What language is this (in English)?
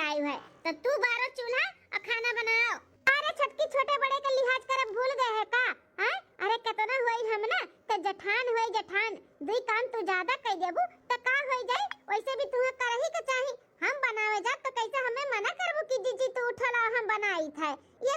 Awadhi